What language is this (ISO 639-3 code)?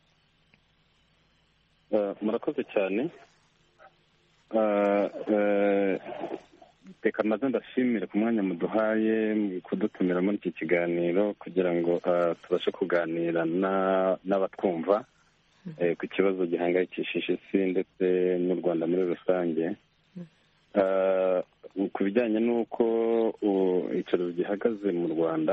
kin